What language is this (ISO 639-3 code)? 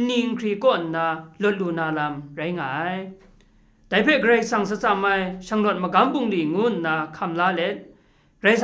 kac